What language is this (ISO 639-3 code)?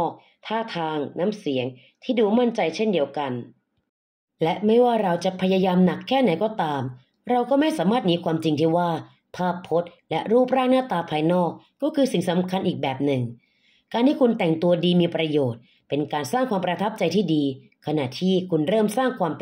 tha